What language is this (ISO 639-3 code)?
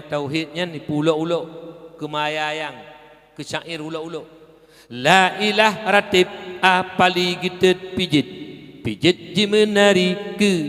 ace